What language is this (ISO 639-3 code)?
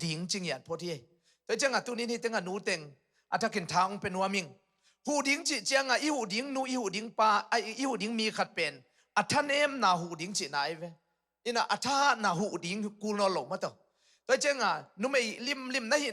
ctd